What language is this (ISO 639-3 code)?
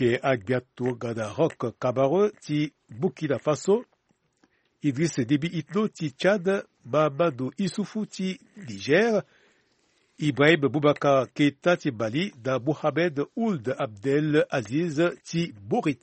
sag